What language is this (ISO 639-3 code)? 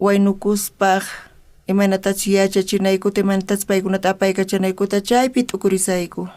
quh